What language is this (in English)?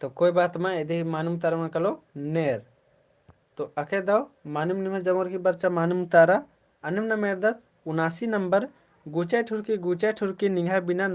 Kurukh